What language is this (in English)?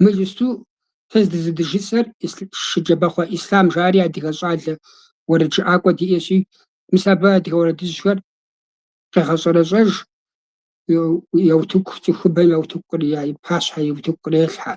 Kabardian